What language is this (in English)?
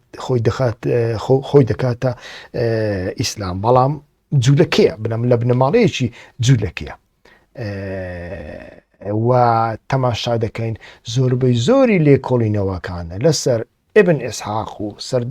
Central Kurdish